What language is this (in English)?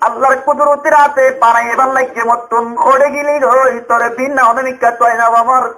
Rohingya